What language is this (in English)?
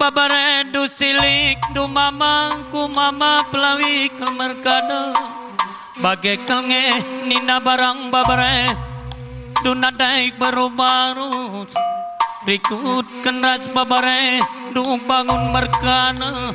Batak Karo